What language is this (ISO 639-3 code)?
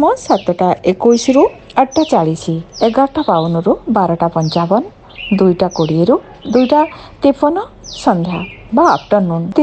ori